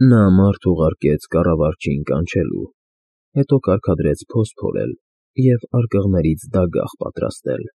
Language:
Armenian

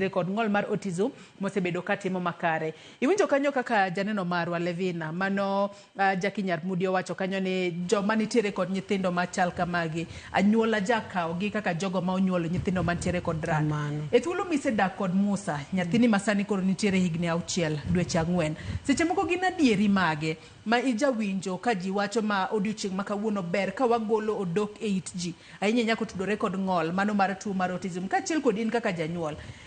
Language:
Luo (Kenya and Tanzania)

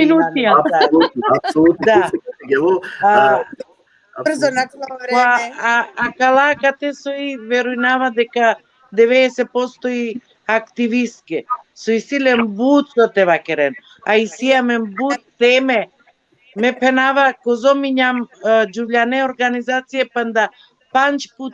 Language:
Balkan Romani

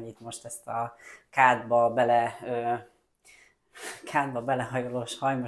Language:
Hungarian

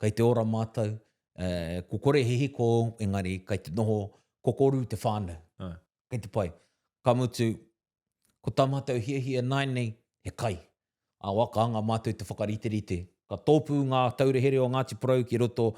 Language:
Māori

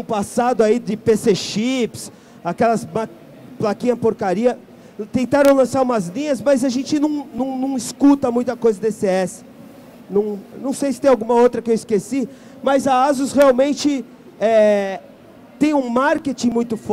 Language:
Portuguese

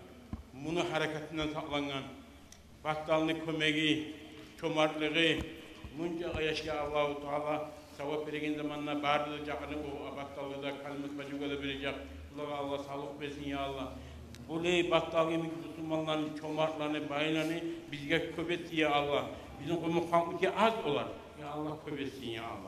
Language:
Kumyk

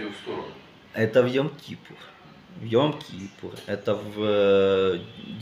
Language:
Russian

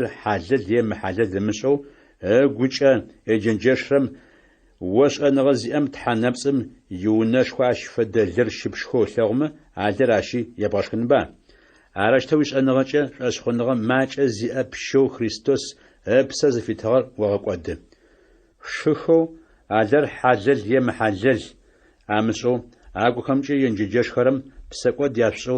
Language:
Adyghe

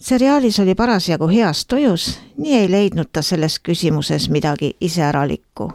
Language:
Estonian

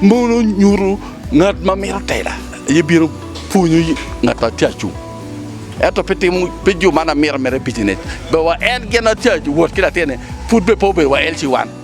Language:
Acoli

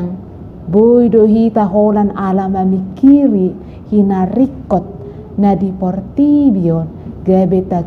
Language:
Batak Toba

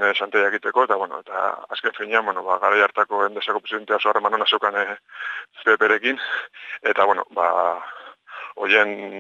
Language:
Basque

